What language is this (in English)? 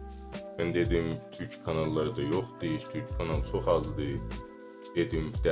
South Azerbaijani